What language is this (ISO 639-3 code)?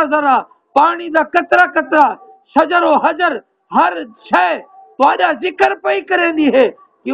skr